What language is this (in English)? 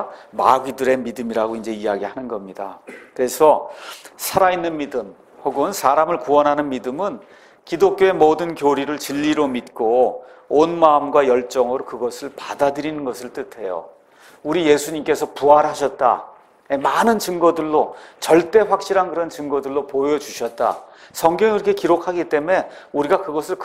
Korean